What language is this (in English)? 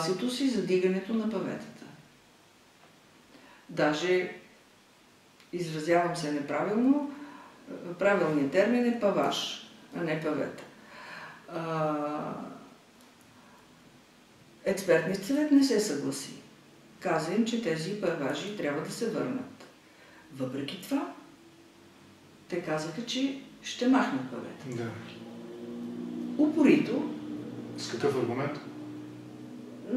Bulgarian